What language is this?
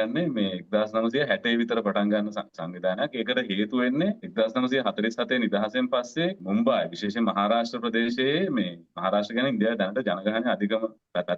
Sinhala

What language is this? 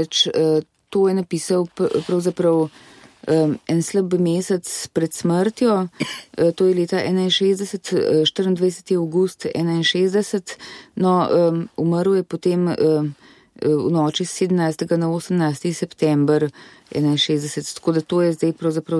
Slovenian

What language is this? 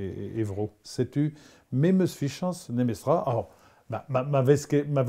Breton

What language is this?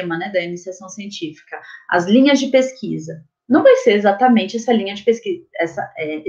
Portuguese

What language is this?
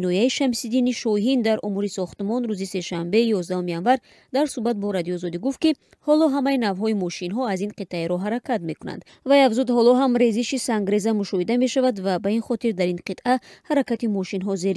Tajik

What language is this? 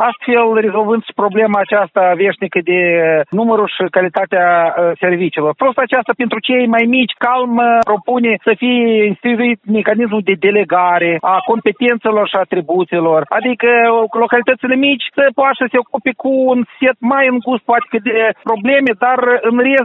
Romanian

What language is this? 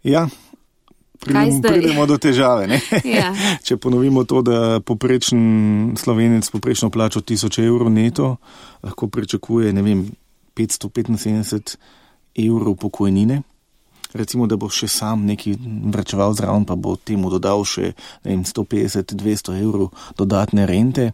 Slovenian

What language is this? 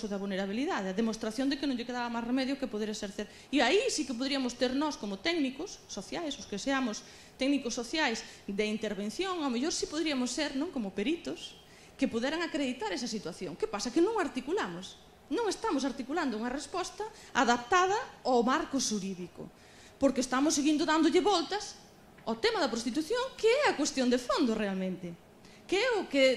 Galician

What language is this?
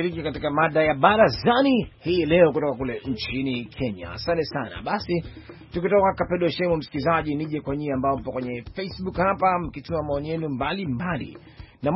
Swahili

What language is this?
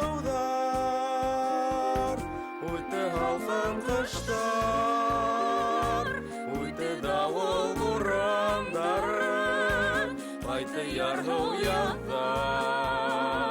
Bashkir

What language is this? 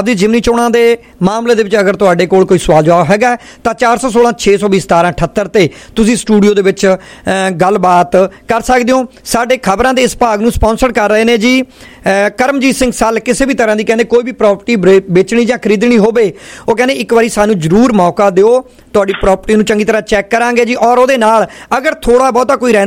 Punjabi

